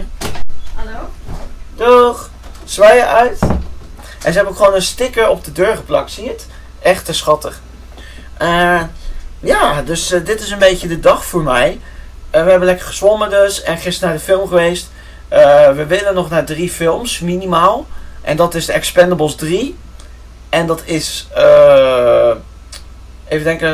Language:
Dutch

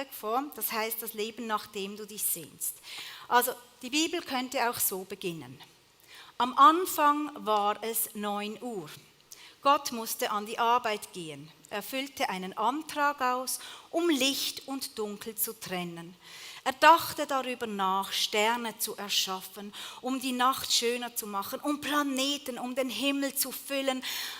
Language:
Swiss German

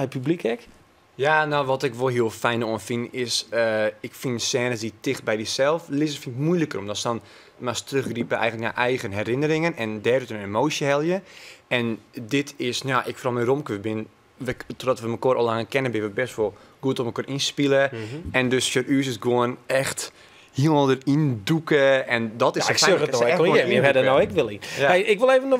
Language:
Western Frisian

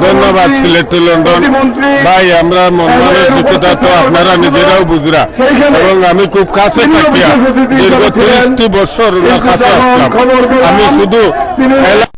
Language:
Sylheti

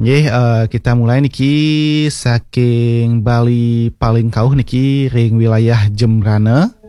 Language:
Balinese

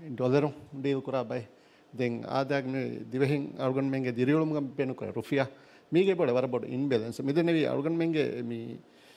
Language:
Divehi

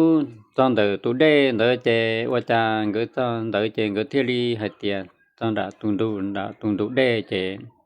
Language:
Hmong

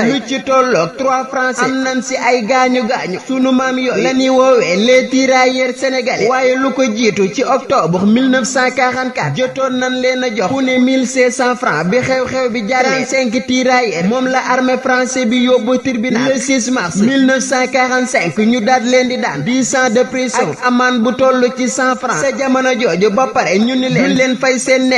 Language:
Wolof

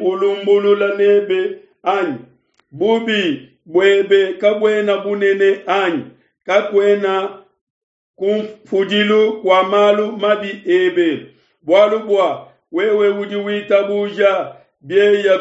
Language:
Luba-Lulua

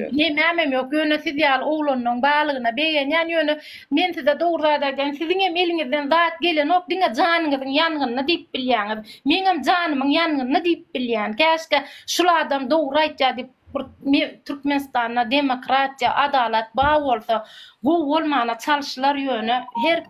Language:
Turkmen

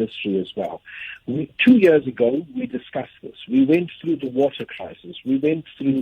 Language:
Tsonga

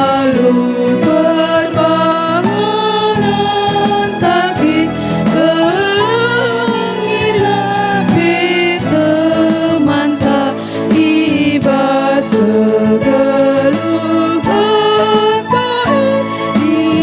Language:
Batak Karo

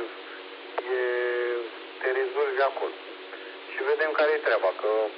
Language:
Romanian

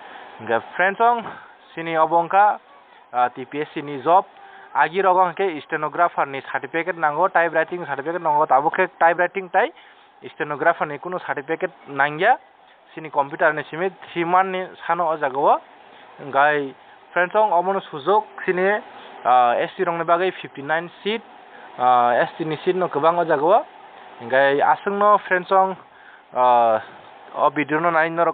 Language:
Kok Borok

